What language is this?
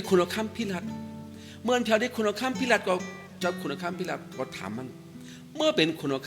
Shan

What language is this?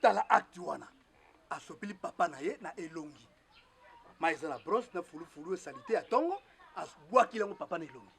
Lingala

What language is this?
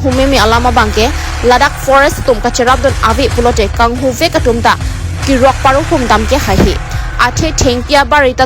Karbi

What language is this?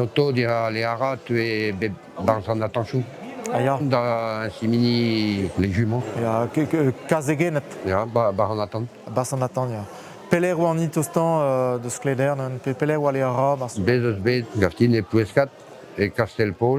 Breton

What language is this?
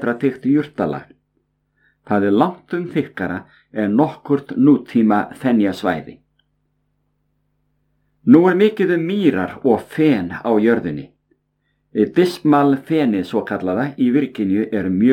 Icelandic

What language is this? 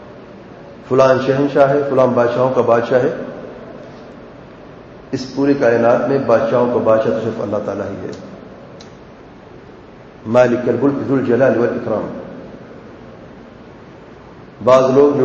Urdu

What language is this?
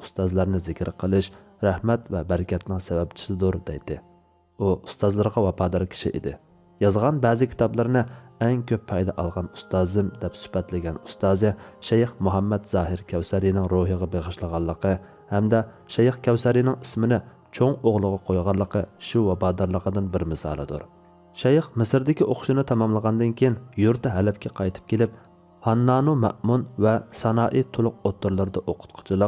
Uyghur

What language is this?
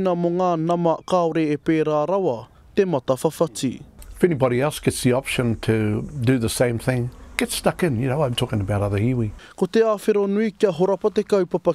Māori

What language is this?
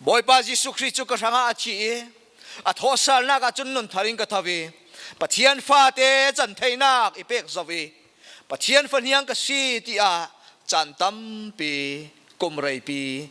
Falam Chin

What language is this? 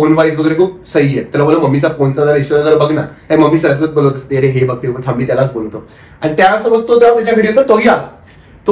Marathi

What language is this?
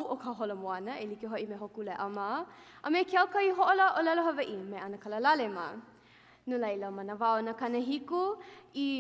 Hawaiian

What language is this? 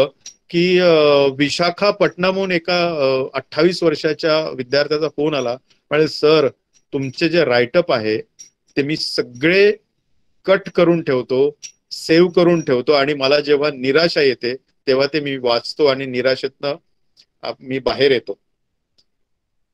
Marathi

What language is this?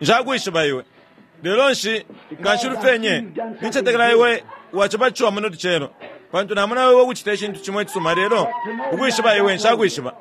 Bemba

